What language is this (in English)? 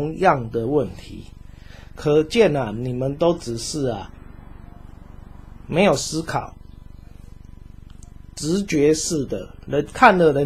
Chinese